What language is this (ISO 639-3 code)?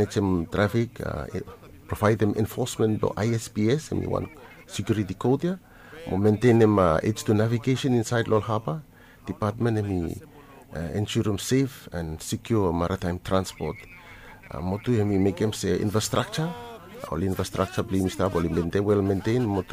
bis